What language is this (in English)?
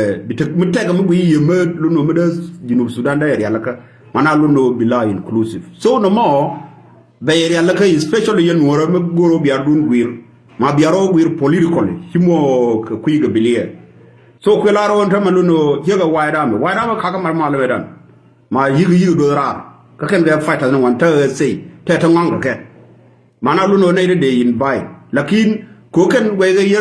Nuer